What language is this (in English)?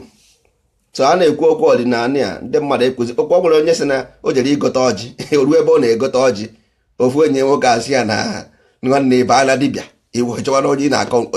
Igbo